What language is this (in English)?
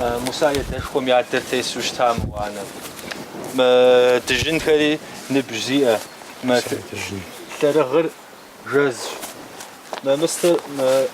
Kabardian